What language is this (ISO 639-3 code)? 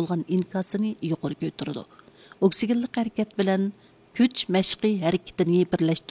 uig